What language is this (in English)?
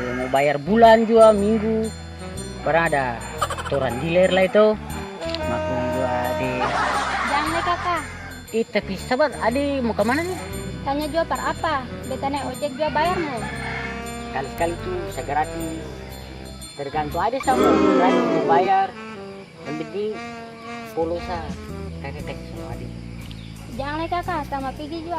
Ambonese Malay